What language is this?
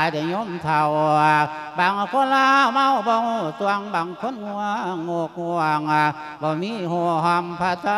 Lao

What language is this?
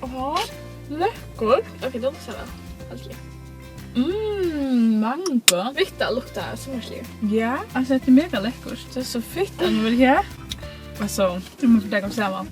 Faroese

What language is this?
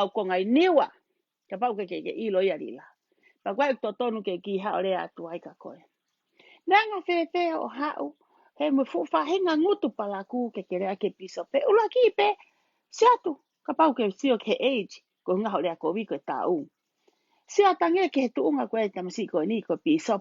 Tongan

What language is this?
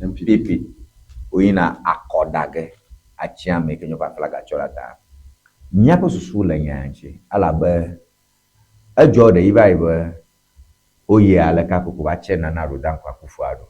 Ewe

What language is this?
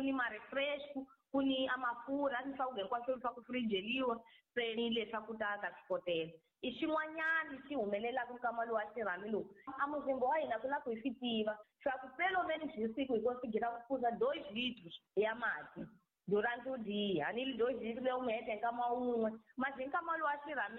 Tsonga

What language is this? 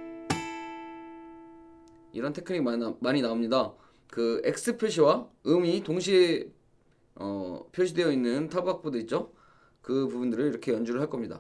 Korean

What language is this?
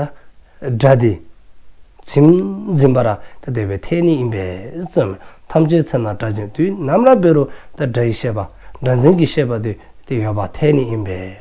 Dzongkha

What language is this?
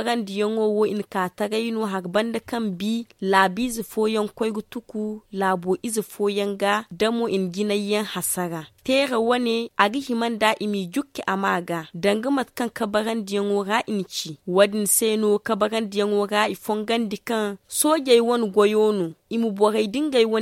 Zarma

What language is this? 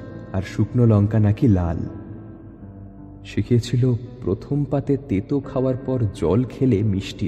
Bangla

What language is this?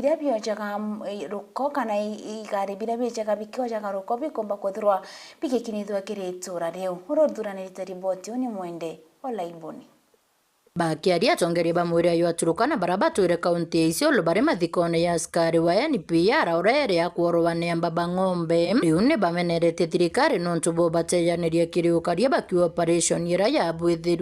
Meru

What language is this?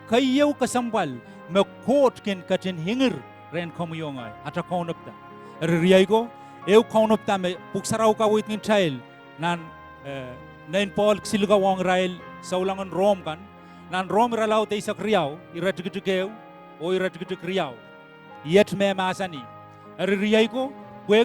Pohnpeian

